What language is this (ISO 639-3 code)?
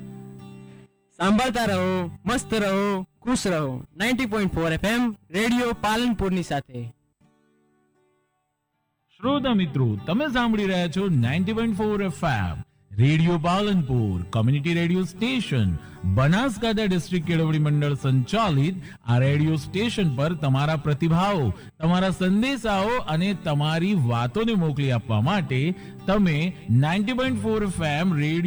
guj